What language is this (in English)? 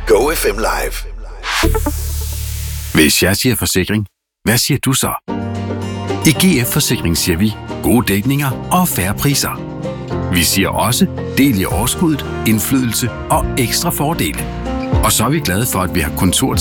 Danish